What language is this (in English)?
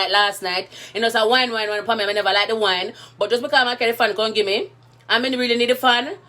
Jamaican Creole English